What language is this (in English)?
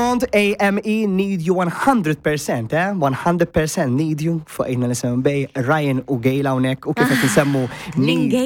Maltese